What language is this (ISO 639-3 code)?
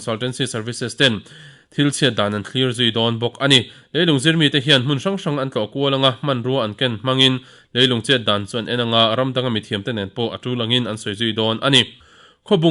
lus